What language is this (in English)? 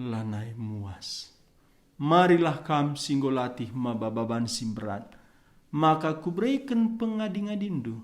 Batak Karo